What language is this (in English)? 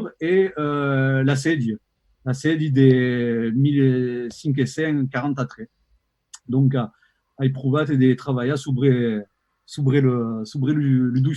Occitan